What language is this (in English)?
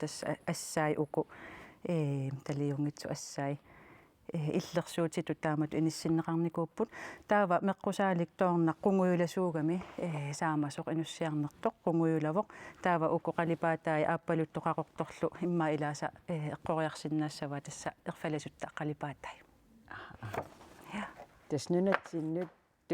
Kalaallisut